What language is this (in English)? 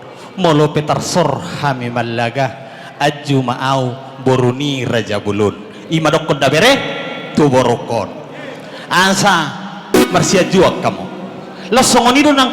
Batak Toba